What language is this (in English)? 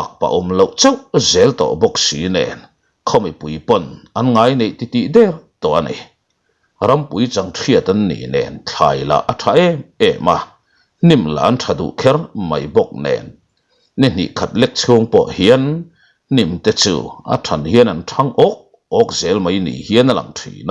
Mizo